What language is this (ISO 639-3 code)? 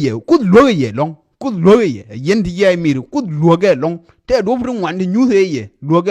nus